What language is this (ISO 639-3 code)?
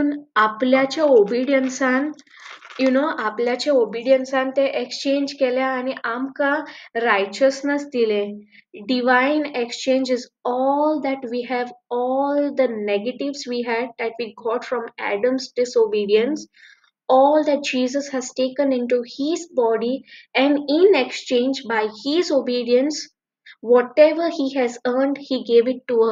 kok